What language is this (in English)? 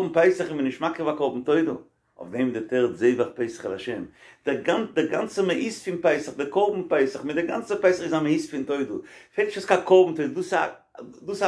Yiddish